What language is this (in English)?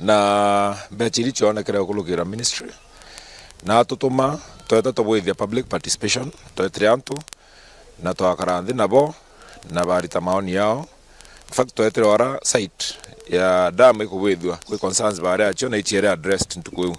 Meru